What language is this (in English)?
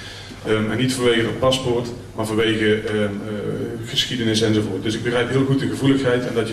Dutch